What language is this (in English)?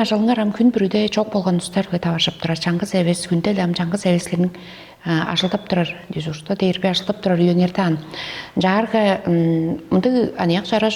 Tuvinian